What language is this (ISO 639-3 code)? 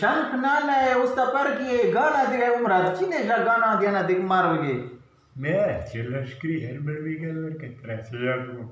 bgp